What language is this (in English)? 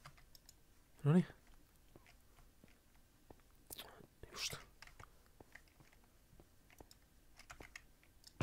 Finnish